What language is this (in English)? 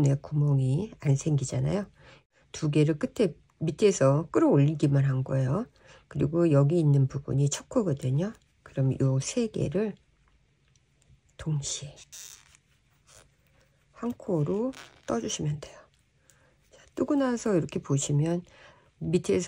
Korean